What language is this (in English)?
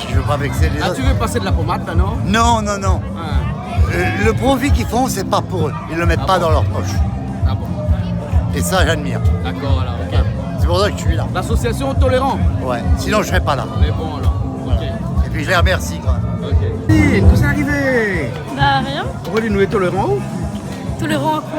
Réunion Creole French